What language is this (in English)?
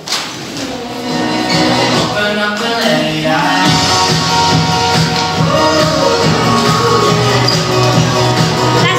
Catalan